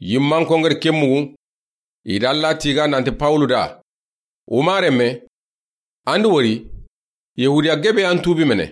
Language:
Soninke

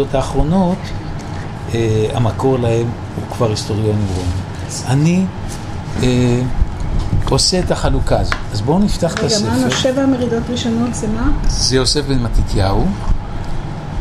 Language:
Hebrew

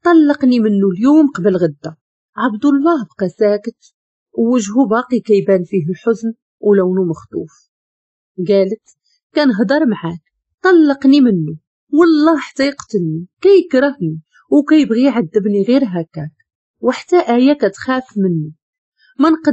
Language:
Moroccan Arabic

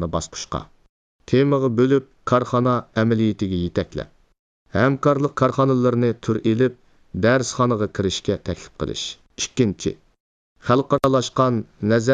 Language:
Uyghur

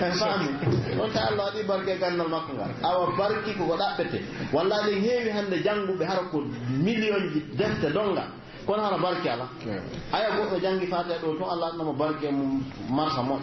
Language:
Pular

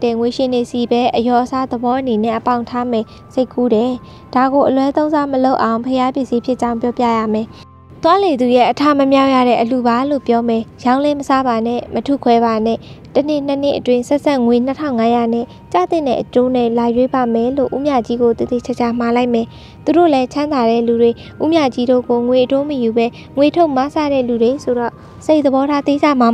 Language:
Burmese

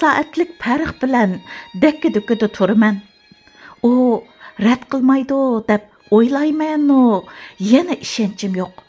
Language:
Uyghur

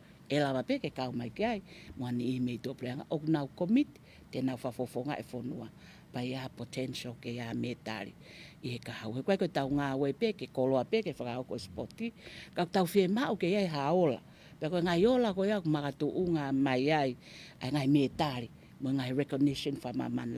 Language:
Tongan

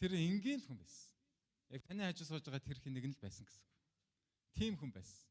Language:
Mongolian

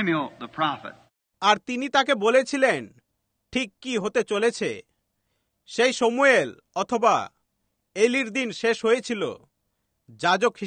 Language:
Bangla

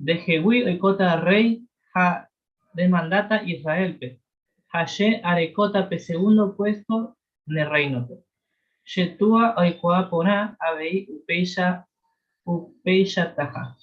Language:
Guarani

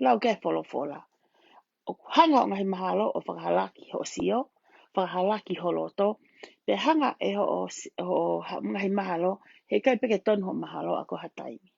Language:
Tongan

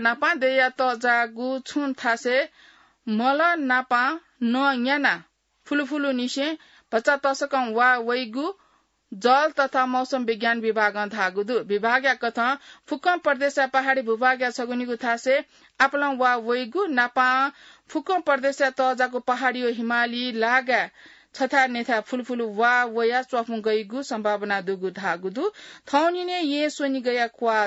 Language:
Newari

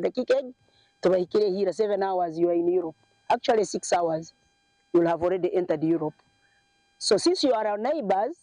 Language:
Nyankole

